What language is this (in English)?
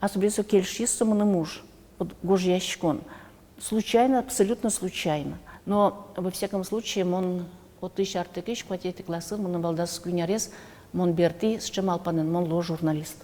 Udmurt